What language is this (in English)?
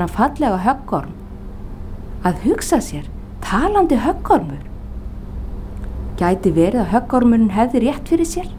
Icelandic